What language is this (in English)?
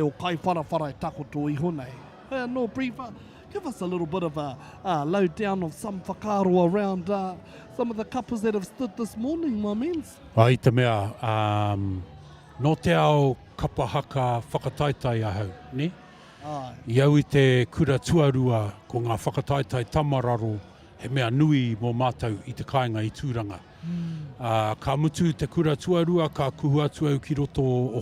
Māori